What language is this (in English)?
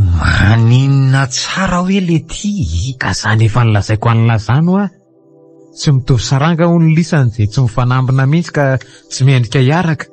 Malagasy